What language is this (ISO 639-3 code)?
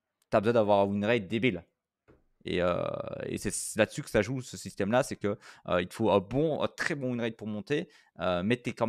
fra